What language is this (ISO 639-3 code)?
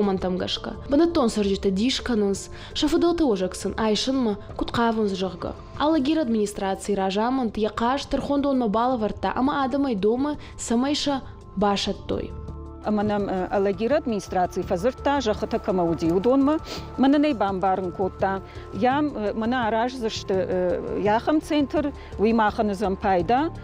oss